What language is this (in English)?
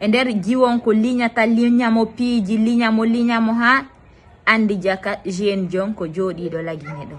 Fula